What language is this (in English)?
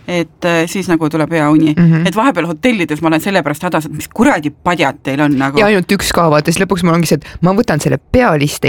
Estonian